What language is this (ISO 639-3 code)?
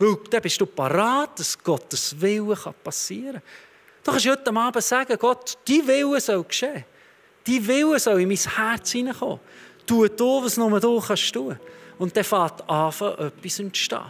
gsw